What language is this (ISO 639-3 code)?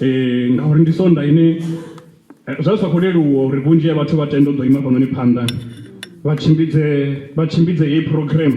ven